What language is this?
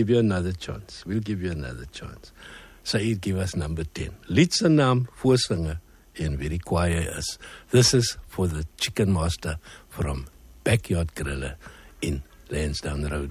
Afrikaans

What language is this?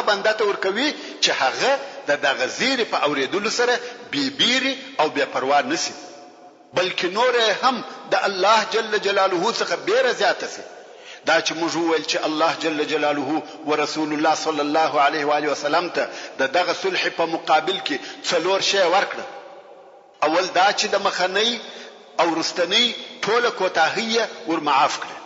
Pashto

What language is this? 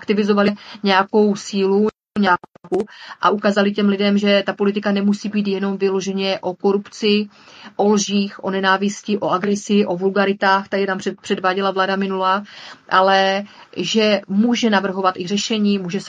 Czech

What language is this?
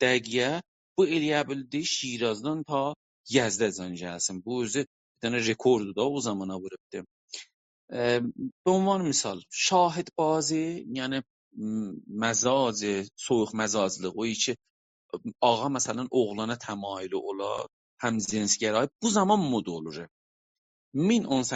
South Azerbaijani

